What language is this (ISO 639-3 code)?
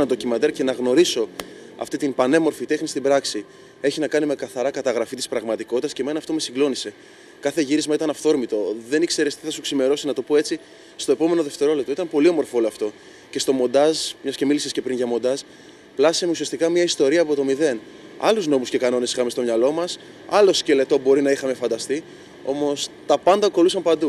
ell